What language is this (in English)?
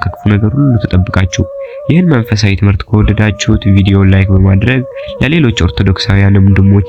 Amharic